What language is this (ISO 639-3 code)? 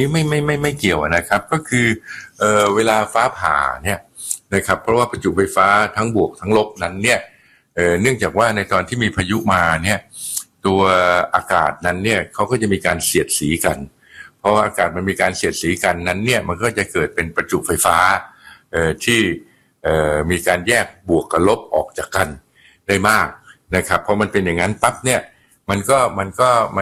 tha